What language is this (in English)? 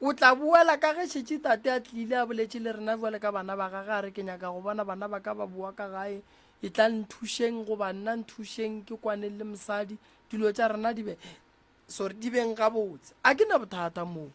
Northern Sotho